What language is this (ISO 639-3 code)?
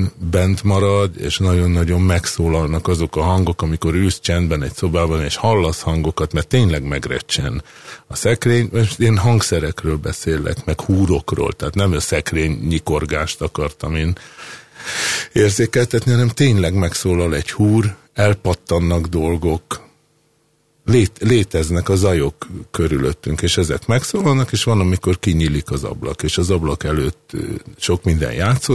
hun